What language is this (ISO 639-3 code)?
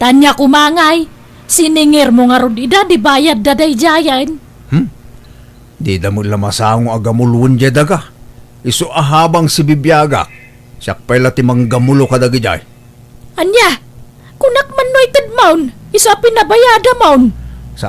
ilo